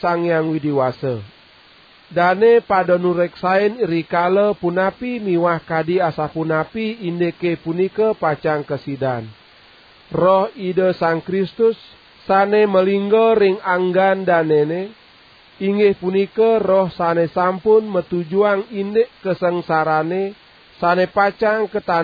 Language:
Balinese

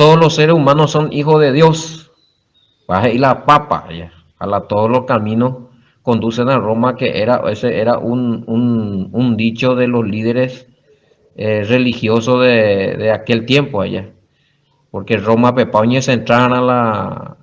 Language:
Guarani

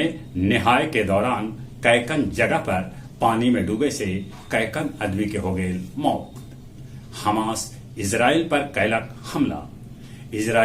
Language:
Magahi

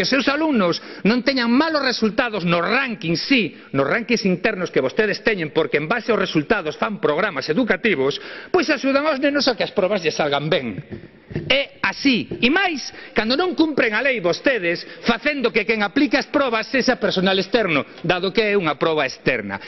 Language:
Galician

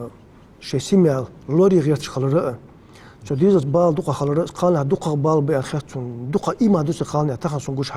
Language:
Ingush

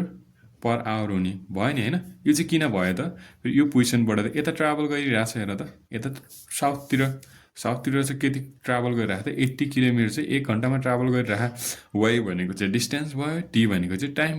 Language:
Nepali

